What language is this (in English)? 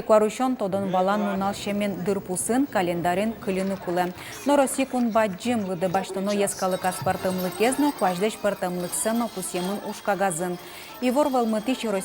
Udmurt